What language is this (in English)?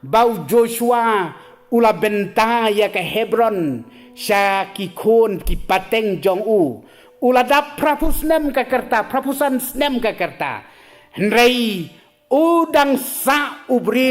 Khasi